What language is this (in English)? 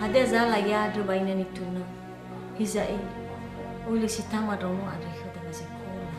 Nias